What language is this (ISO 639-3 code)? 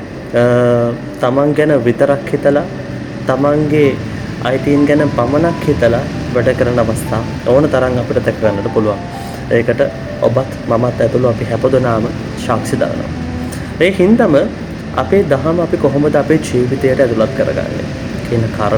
sin